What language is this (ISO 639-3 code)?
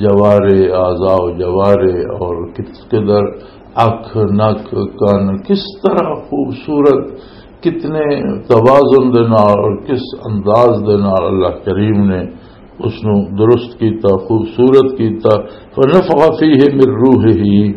lah